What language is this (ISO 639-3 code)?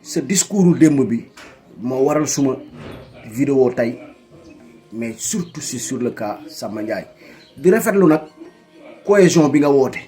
wol